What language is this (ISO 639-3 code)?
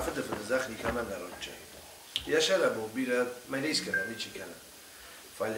oss